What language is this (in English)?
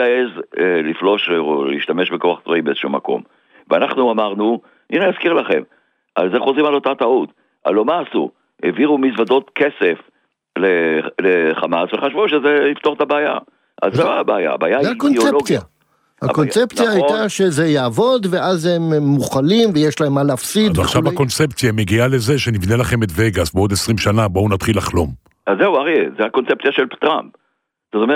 Hebrew